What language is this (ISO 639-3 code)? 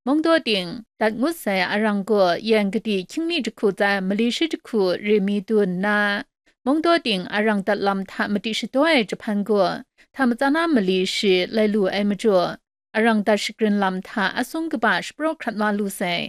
kac